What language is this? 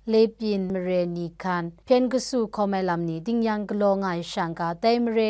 Kachin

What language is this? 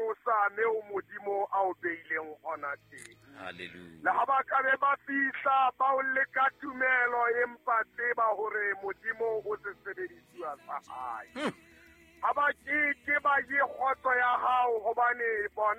Southern Sotho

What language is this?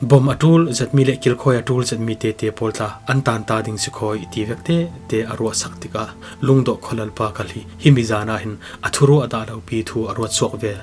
Falam Chin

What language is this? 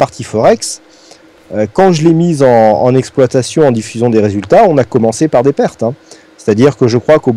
French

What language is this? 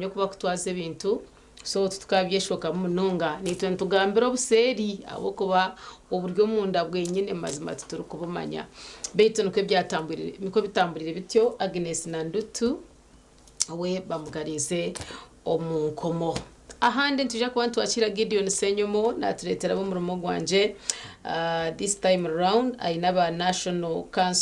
Nyankole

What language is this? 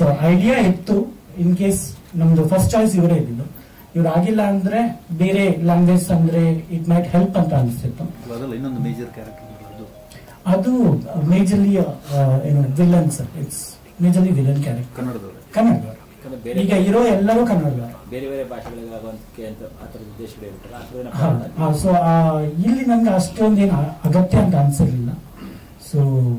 Kannada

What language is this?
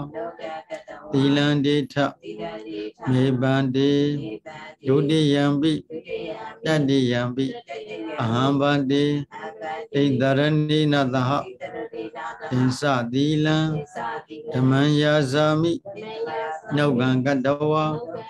Burmese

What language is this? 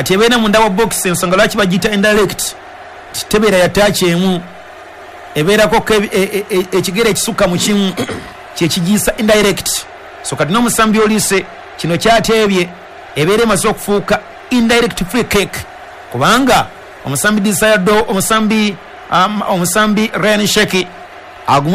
Ganda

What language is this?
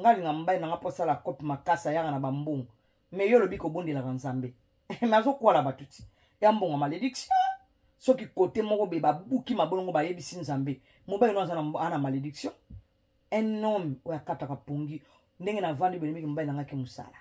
Lingala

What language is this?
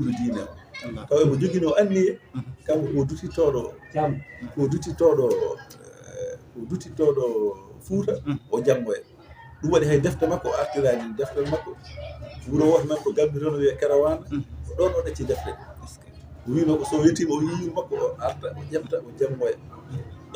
Fula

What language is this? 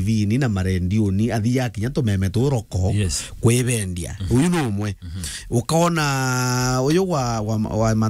Meru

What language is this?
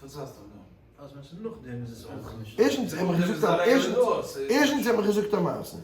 Yiddish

